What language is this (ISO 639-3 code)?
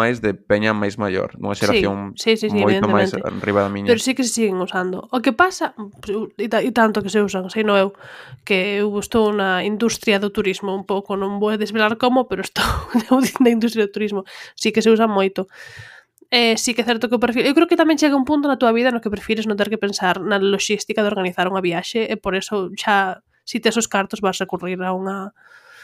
glg